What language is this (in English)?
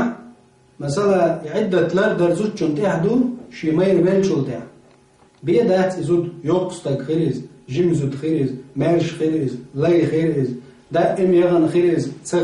Chechen